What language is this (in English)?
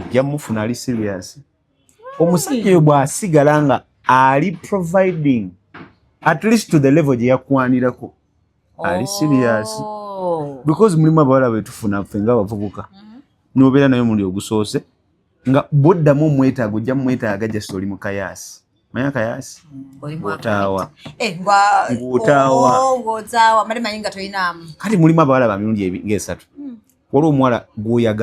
Ganda